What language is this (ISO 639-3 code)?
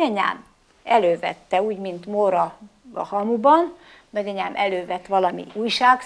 hun